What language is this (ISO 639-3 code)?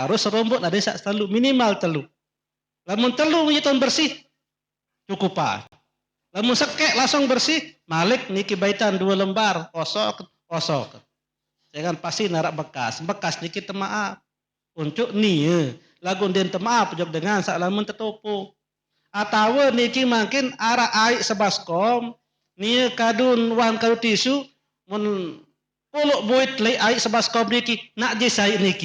sas